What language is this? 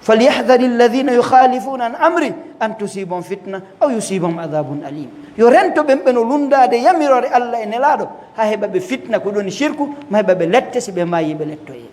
Fula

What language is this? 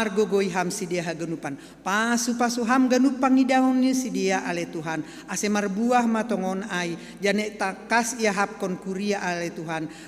Batak Simalungun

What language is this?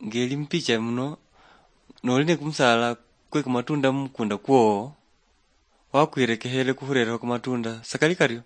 Luyia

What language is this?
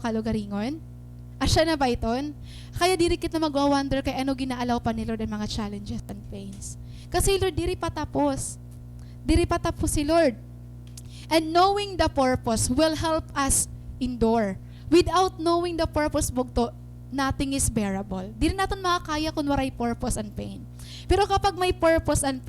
Waray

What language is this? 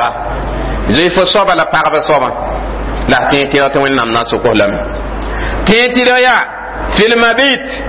Mossi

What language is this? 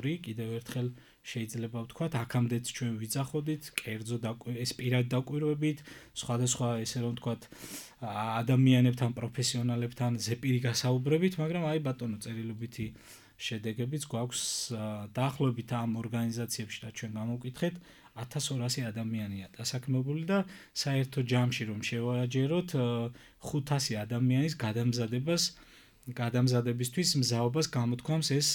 Georgian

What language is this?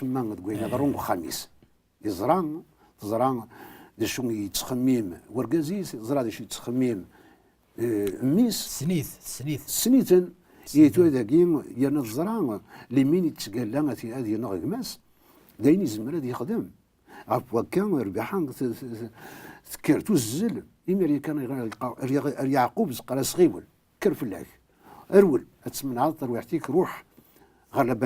Kabyle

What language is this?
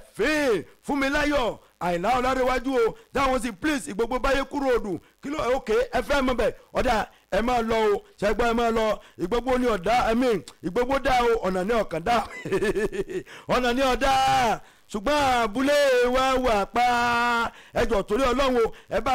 Yoruba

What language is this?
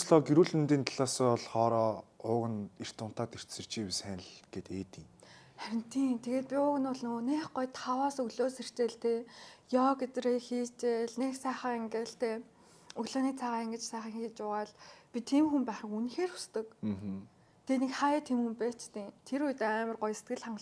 Mongolian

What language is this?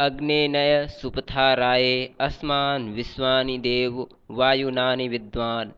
Sanskrit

